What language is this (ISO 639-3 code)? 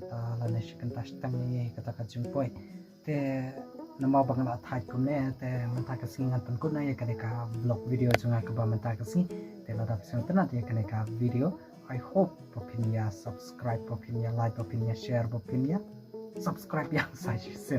kha